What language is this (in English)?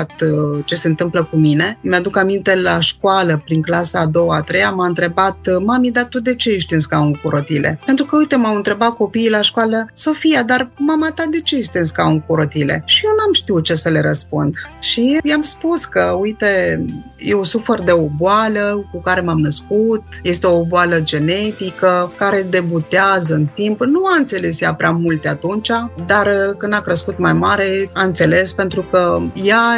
Romanian